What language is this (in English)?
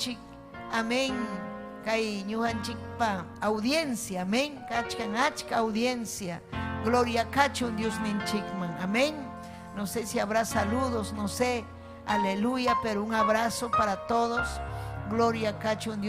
Ayacucho Quechua